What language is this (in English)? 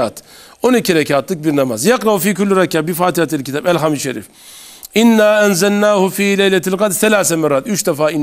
Turkish